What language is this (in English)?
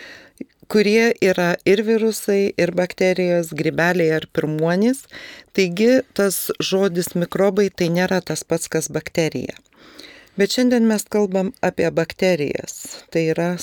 Lithuanian